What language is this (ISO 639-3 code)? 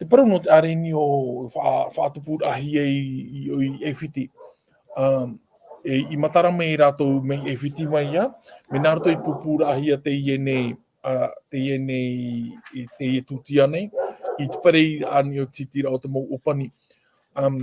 tah